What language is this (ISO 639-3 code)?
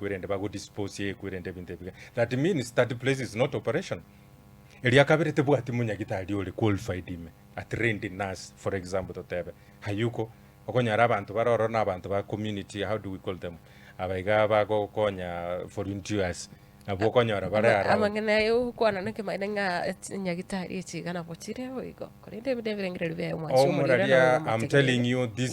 guz